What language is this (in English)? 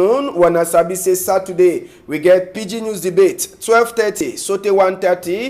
Cameroon Pidgin